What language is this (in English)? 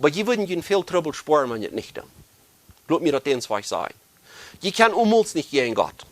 Plautdietsch